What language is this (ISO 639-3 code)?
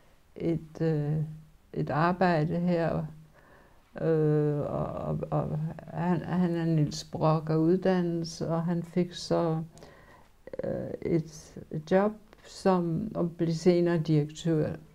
dan